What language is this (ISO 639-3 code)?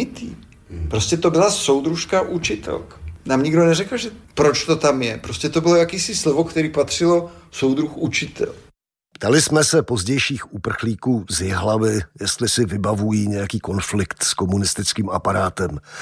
ces